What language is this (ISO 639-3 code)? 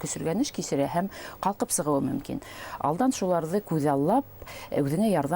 bak